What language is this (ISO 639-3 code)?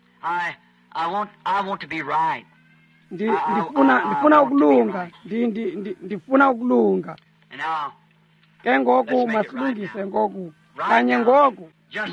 xho